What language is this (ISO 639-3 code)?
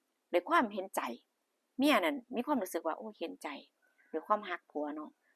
tts